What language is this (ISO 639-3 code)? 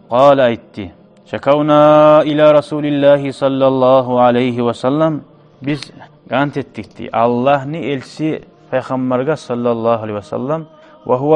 kum